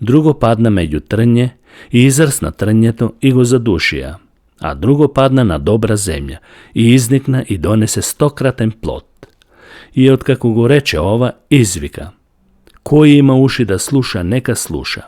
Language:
Macedonian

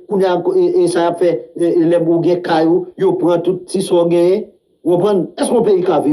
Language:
Haitian Creole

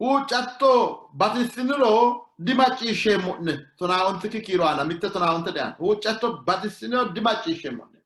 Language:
Sidamo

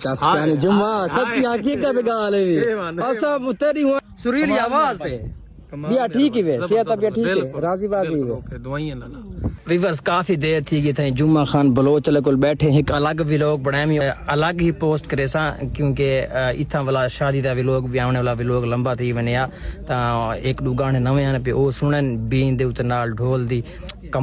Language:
Saraiki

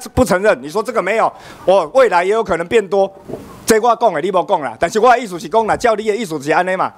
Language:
Chinese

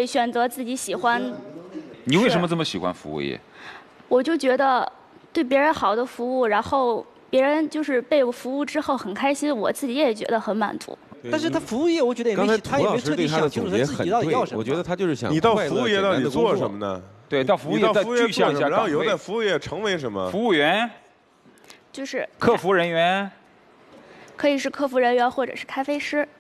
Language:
Chinese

